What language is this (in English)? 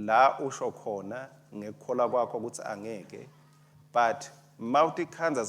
Swati